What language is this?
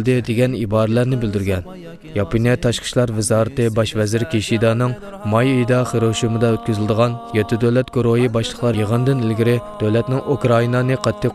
Uyghur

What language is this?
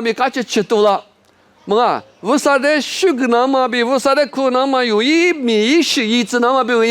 Lisu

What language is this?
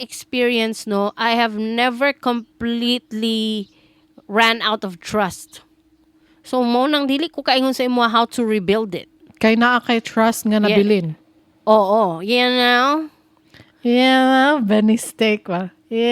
Cebuano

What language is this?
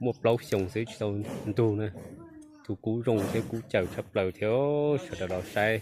Hmong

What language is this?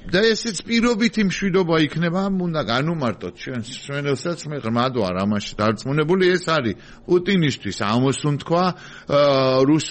Georgian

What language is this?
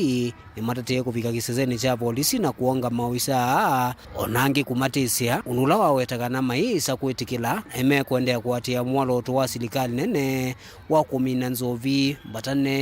Kamba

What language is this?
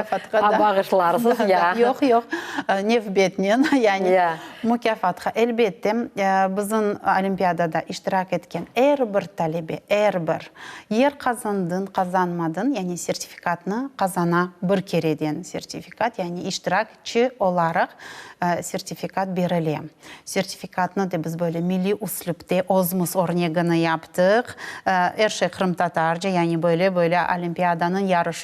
Crimean Tatar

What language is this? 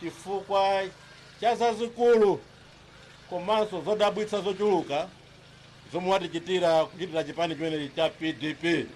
Nyanja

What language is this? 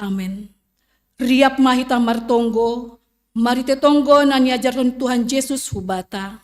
Batak Simalungun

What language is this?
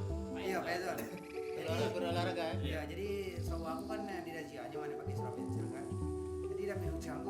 Minangkabau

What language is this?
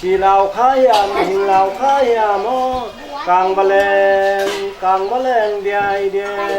Tedim Chin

